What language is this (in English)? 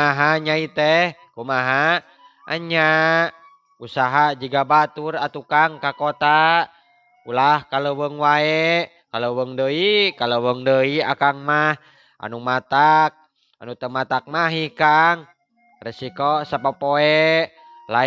Sundanese